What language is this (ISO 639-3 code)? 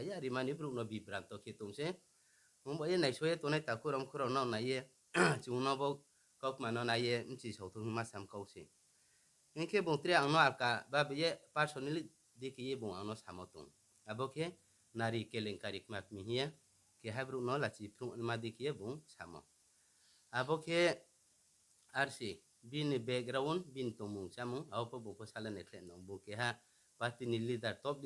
ria